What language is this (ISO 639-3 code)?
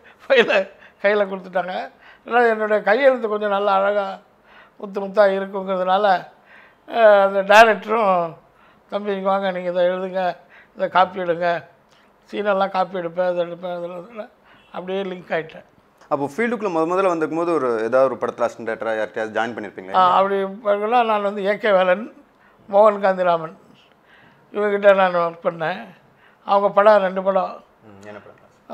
tam